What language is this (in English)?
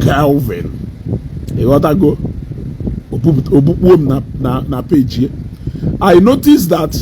Igbo